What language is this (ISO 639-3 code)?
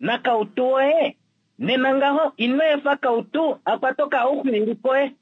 kua